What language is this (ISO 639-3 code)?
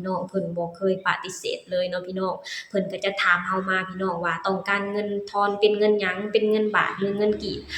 lao